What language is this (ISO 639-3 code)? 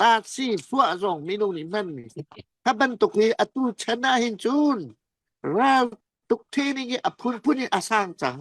cfm